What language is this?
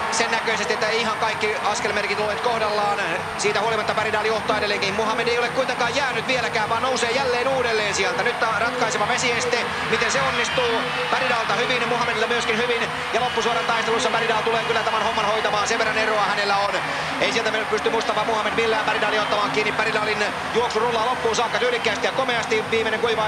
Finnish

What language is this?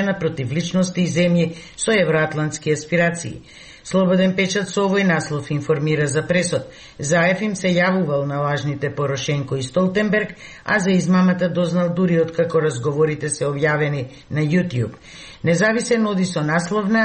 Macedonian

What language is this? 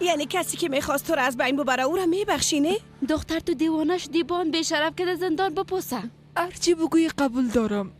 Persian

